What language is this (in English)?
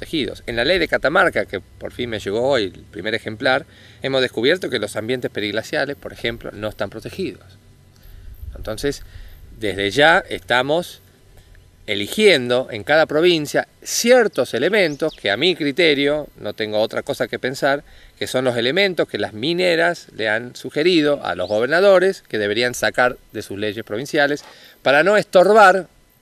Spanish